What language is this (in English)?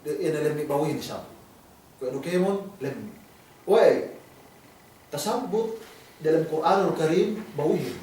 Yakan